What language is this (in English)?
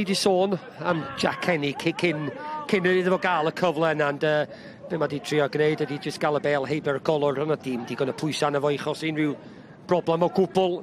Welsh